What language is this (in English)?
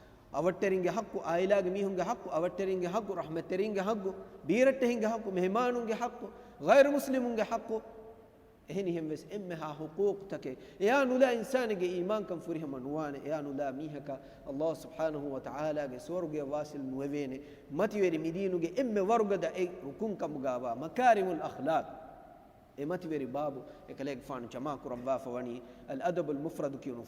Divehi